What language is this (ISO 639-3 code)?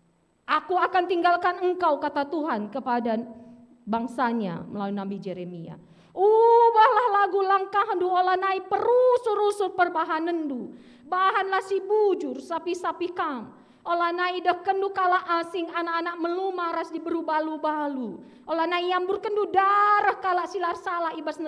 btx